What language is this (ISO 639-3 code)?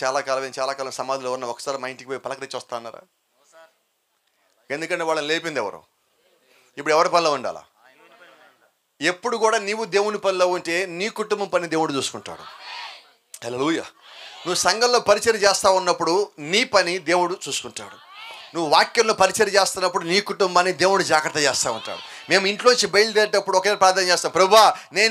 tel